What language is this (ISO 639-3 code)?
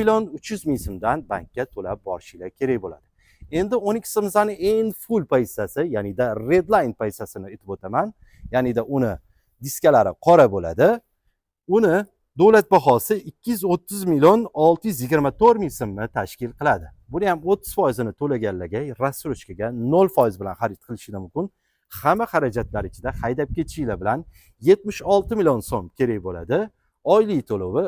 uzb